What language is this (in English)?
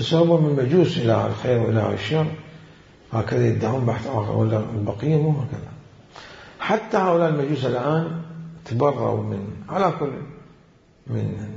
Mesopotamian Arabic